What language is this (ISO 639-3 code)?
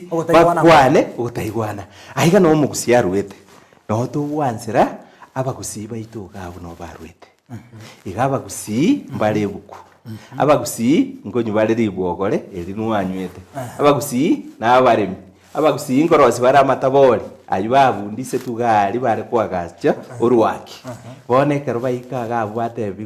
guz